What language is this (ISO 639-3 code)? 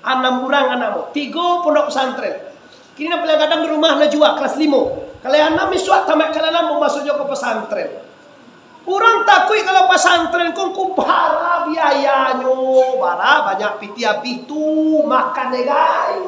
min